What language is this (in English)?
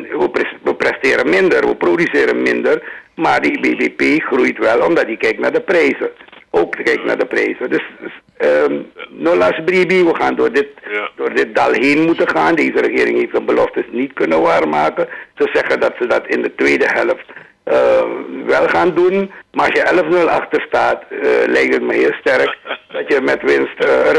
Dutch